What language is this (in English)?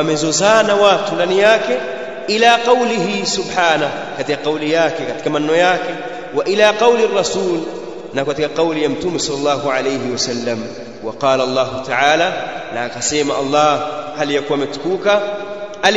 Swahili